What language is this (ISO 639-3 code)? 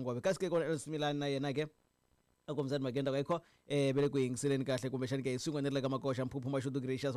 tso